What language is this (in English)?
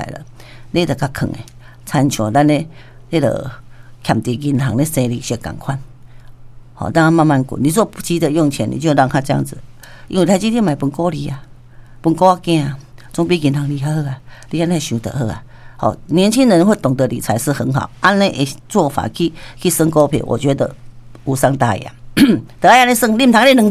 Min Nan Chinese